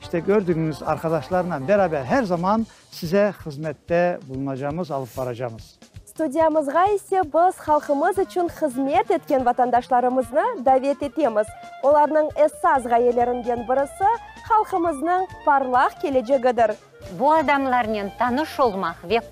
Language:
Crimean Tatar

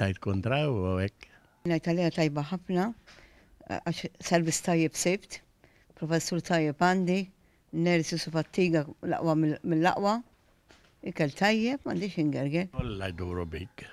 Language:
Maltese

